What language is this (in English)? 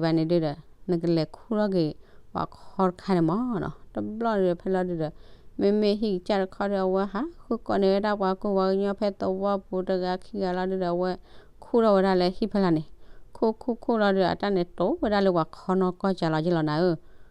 S'gaw Karen